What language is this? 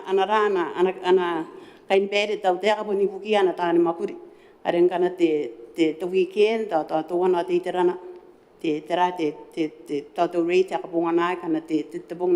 Gilbertese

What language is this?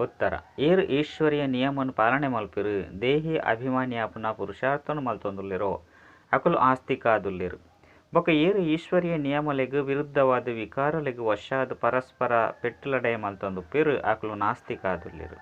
Tulu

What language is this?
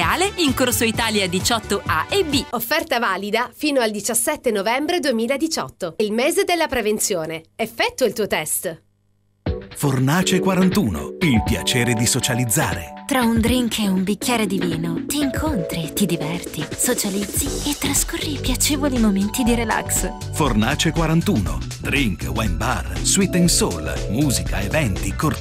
Italian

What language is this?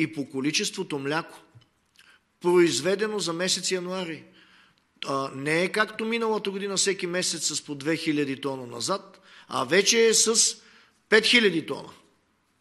Bulgarian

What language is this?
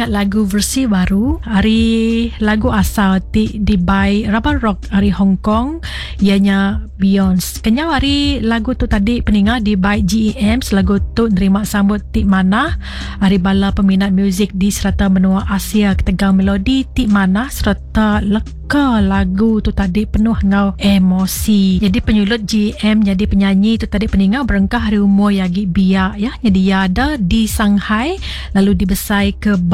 Iban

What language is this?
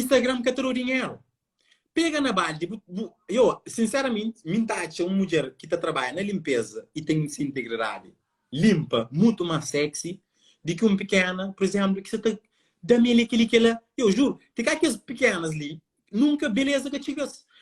Kabuverdianu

